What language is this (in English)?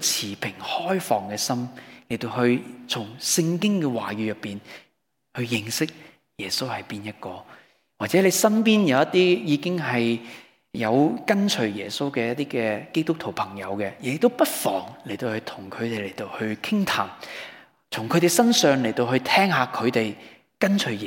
Cantonese